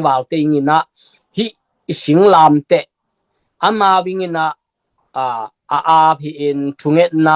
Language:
Tedim Chin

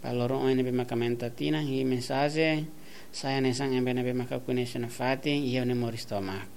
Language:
Tetum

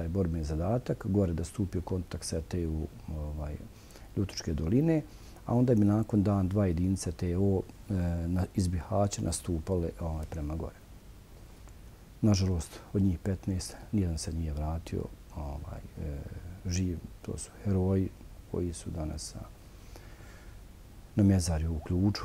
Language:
Bosnian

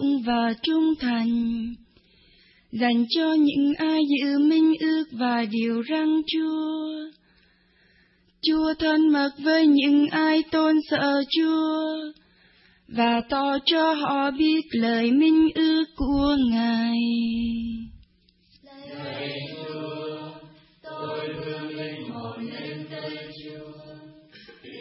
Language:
Vietnamese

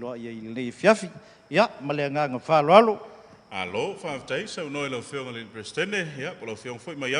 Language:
Samoan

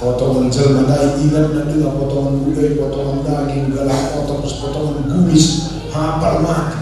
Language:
Batak Karo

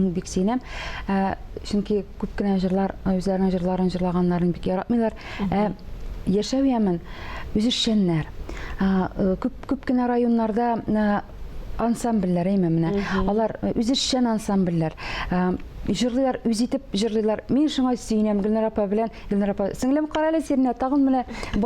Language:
Tatar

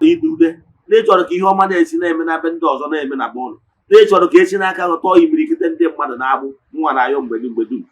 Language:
Igbo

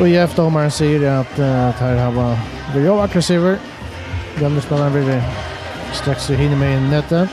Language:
Faroese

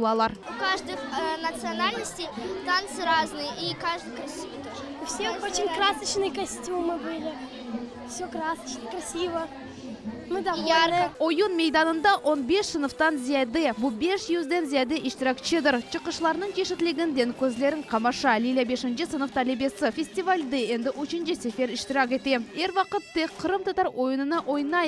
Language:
Crimean Tatar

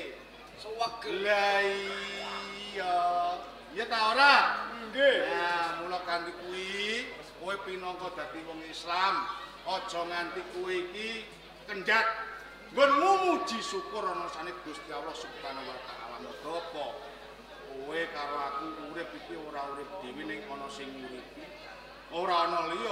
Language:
Javanese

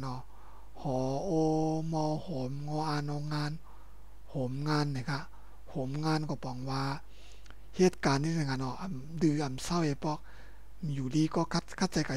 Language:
Shan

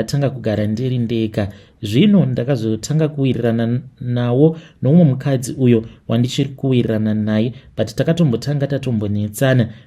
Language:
Shona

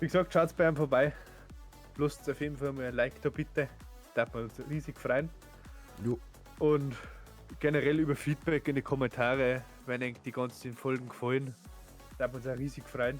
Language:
Bavarian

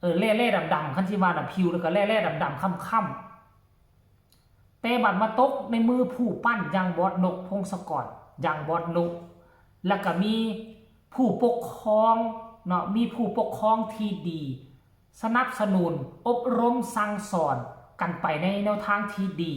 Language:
Northeastern Thai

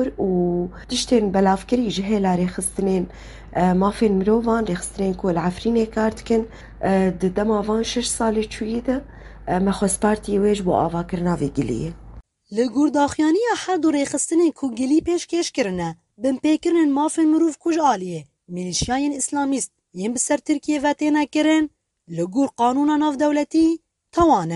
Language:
Kurdish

